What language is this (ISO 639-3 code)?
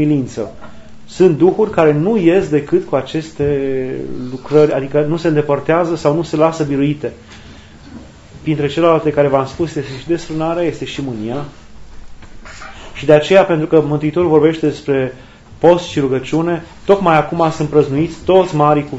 ron